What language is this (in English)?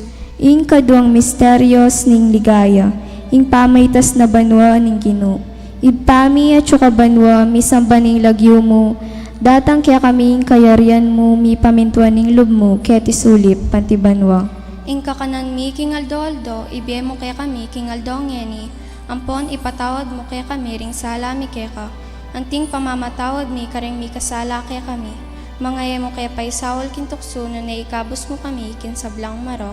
Pampanga